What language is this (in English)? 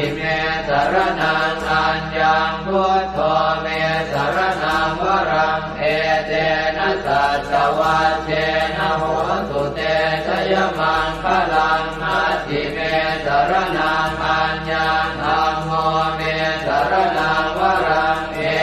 Pali